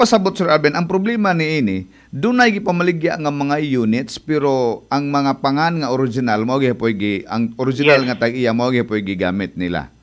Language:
Cebuano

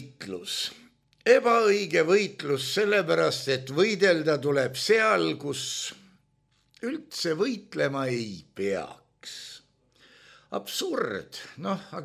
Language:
Estonian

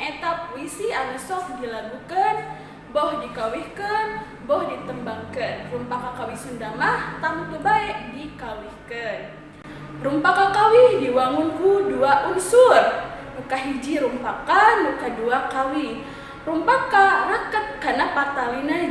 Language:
Sundanese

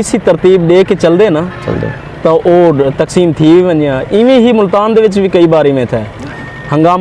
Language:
Saraiki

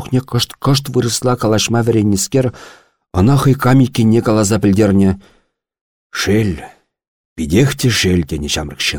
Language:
Chuvash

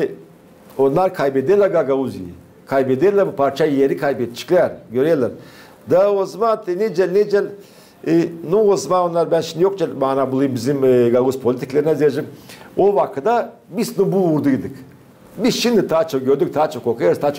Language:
Gagauz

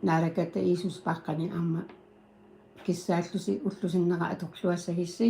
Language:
Kalaallisut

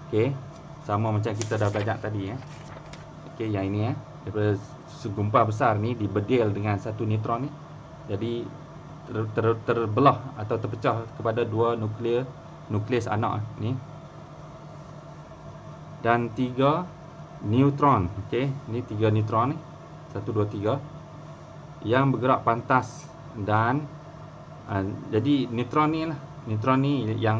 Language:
Malay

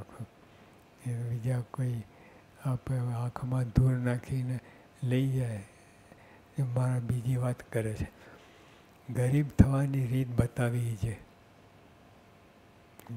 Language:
Gujarati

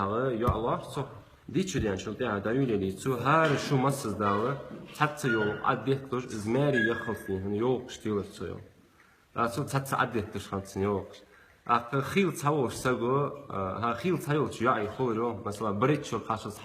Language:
Ingush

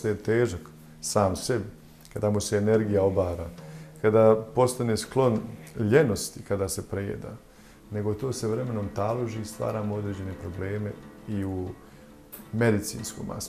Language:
Bosnian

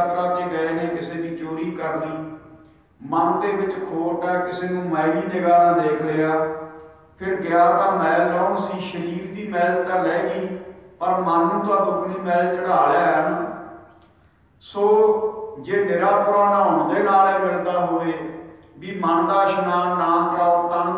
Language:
Punjabi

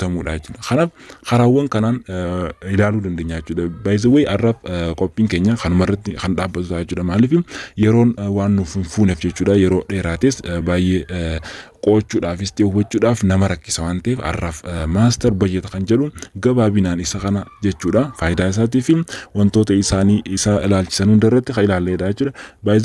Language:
Oromo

